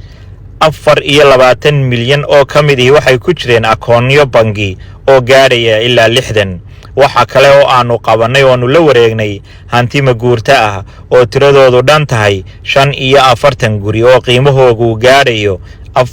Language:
Somali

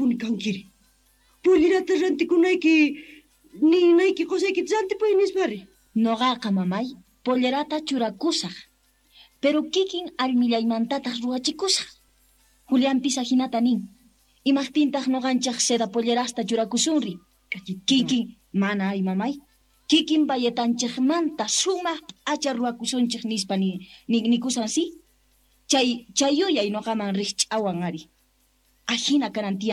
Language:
South Bolivian Quechua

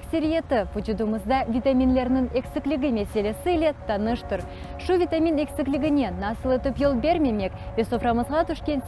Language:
Crimean Tatar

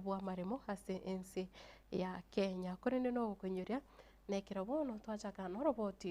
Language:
Gusii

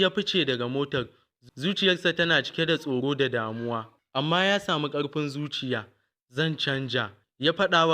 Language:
Hausa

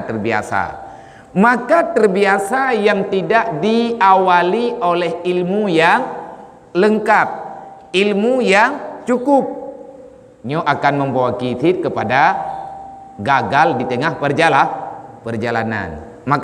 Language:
Achinese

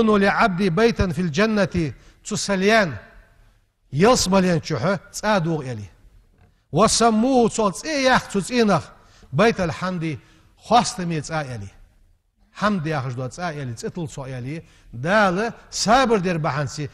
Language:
Ingush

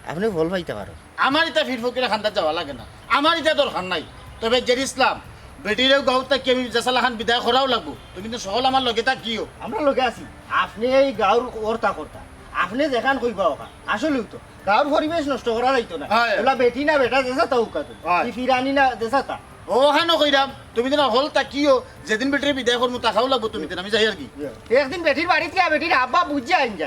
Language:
Sylheti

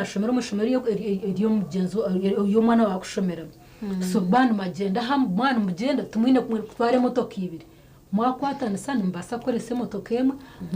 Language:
Nyankole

